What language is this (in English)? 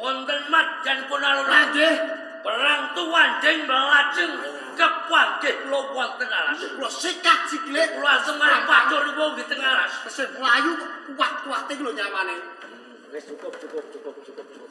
Javanese